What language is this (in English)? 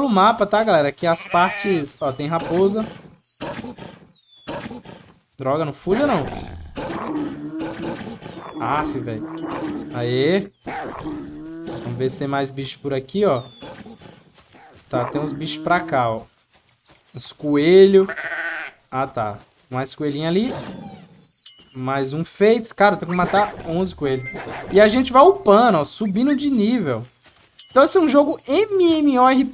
Portuguese